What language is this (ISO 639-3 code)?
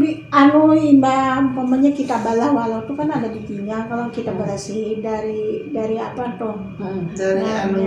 bjn